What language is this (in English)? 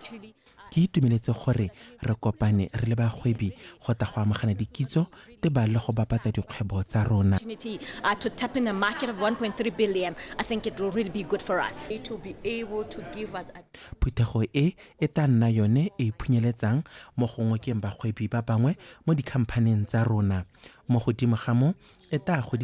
Tswana